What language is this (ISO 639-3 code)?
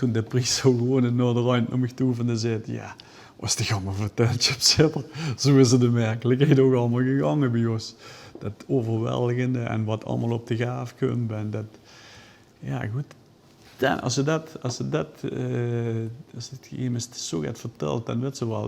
lim